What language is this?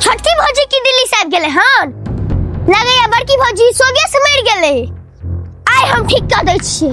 Maithili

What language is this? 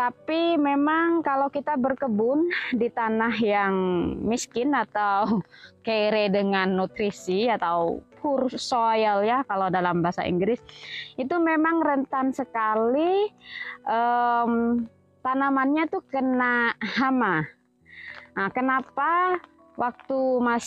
Indonesian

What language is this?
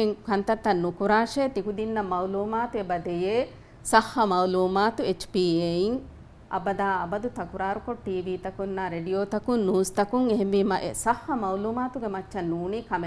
Divehi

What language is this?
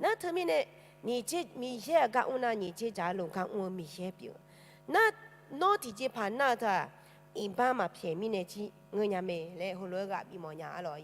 Akha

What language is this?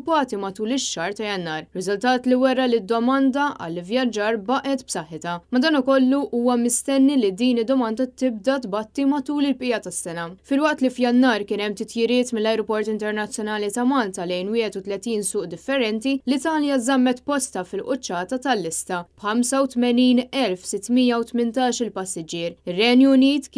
Maltese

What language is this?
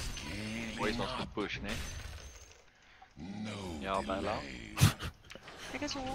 Afrikaans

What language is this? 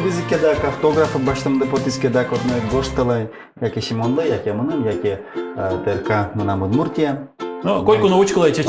Udmurt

